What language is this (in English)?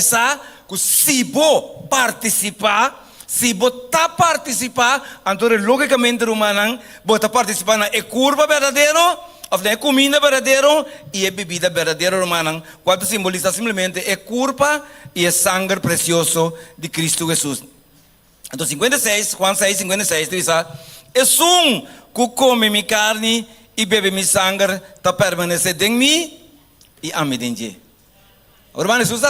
Papiamento